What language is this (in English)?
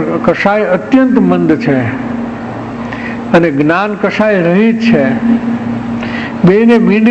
Gujarati